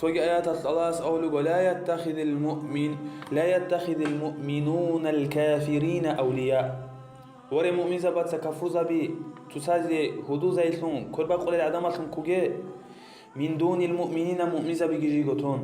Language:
Avaric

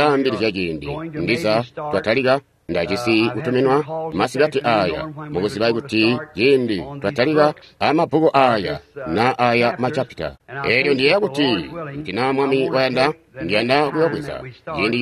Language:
Tonga (Zambia)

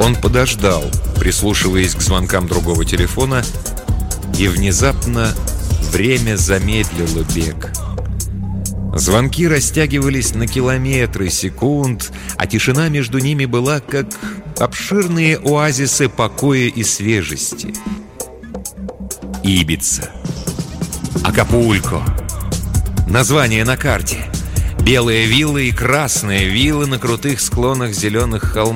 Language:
Russian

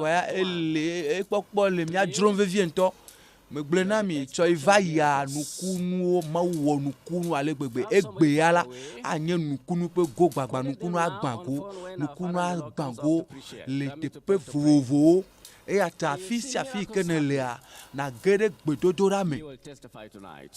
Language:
Ewe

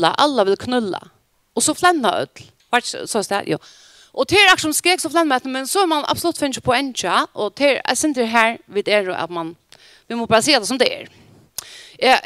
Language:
Faroese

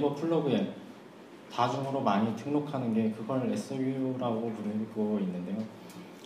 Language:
Korean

